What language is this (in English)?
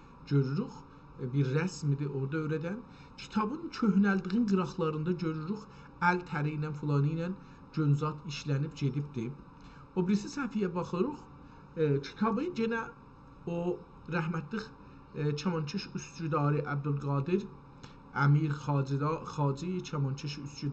South Azerbaijani